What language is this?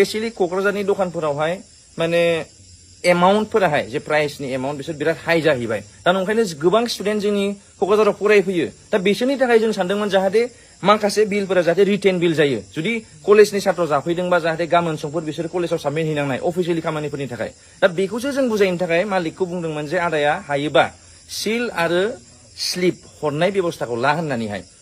Bodo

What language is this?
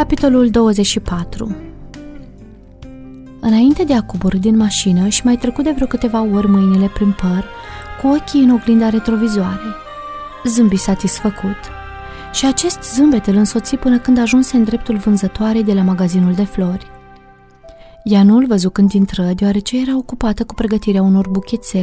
Romanian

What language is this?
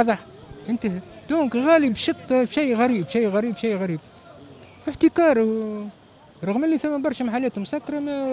Tunisian Arabic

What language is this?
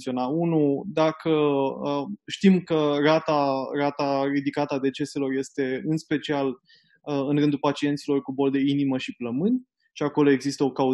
Romanian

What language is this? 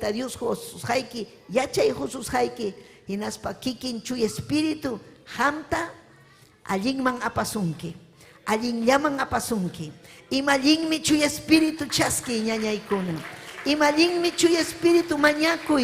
Ayacucho Quechua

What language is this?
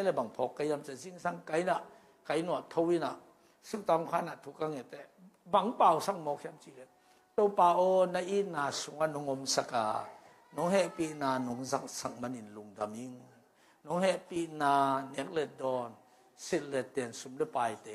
Tedim Chin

